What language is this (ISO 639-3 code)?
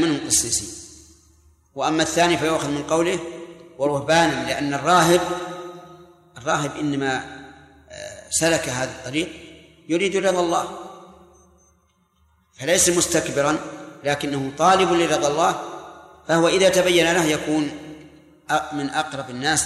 ara